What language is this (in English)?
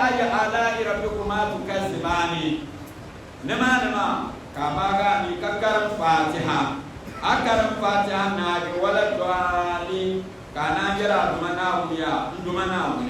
Dagbani